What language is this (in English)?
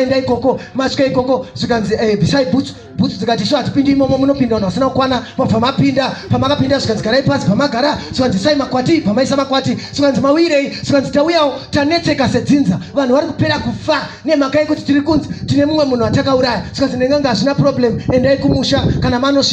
Shona